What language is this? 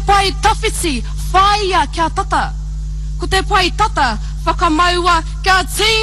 Māori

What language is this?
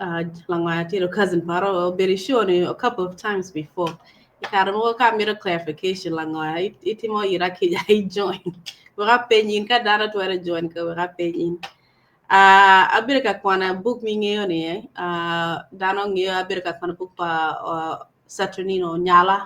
Acoli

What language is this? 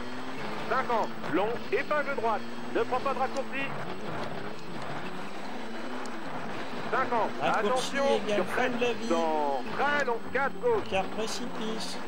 French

